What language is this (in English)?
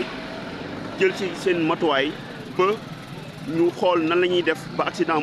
Wolof